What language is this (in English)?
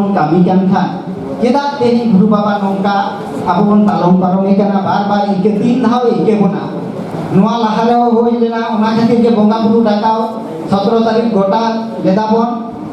Santali